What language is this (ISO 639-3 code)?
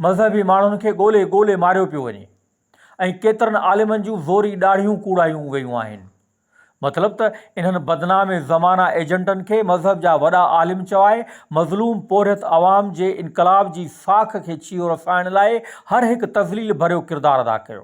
snd